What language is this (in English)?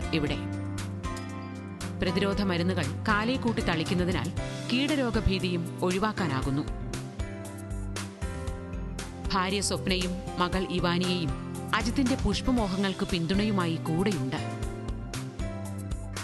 Malayalam